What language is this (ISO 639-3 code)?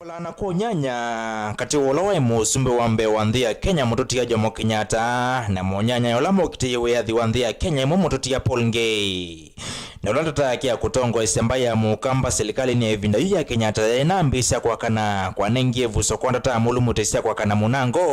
kam